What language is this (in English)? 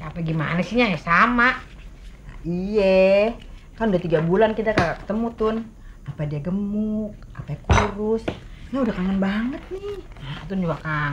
Betawi